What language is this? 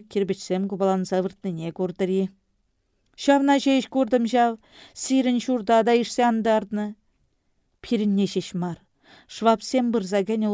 Chuvash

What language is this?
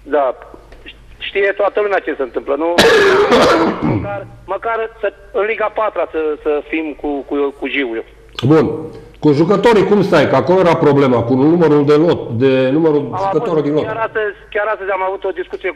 Romanian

